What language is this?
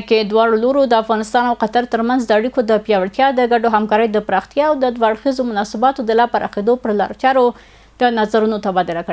Pashto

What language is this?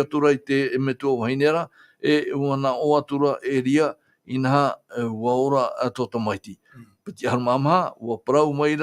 Tahitian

